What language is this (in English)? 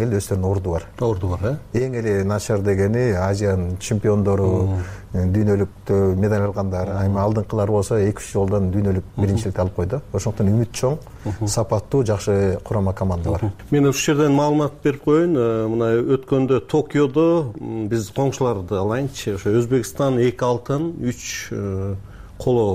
Kyrgyz